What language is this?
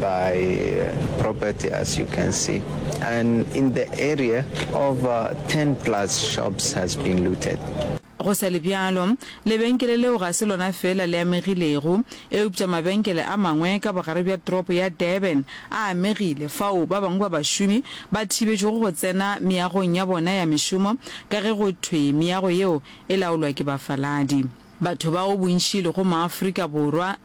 Northern Sotho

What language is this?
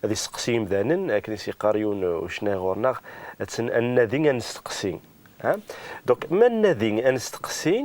Kabyle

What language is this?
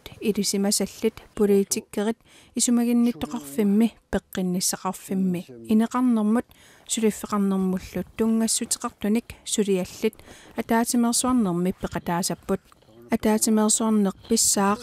Kalaallisut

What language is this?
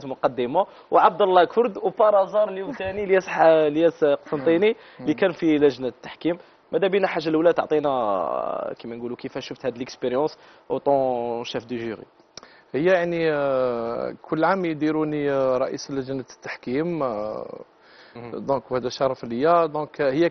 Algerian Arabic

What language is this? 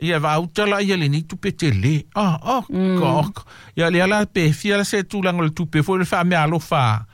Samoan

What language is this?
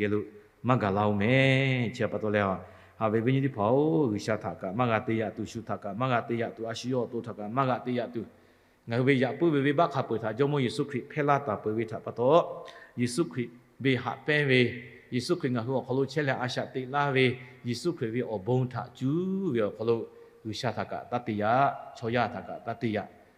Lahu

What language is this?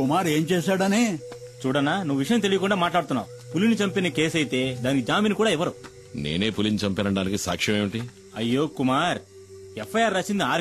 Telugu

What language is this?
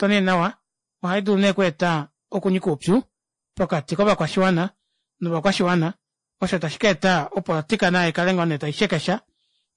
Kuanyama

